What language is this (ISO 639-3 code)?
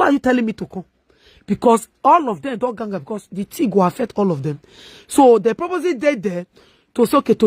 pcm